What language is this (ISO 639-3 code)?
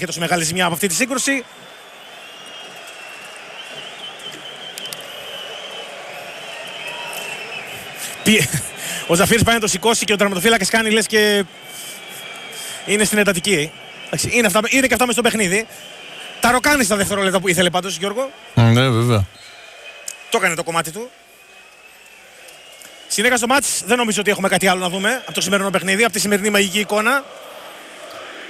ell